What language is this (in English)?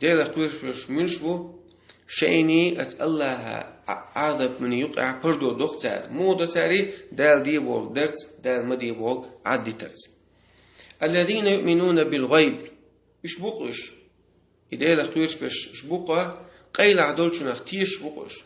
Chechen